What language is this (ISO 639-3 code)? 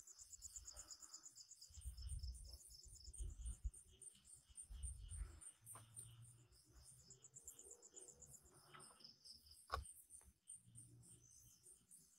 msa